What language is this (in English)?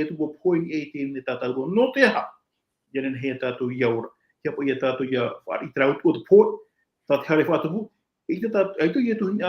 Tahitian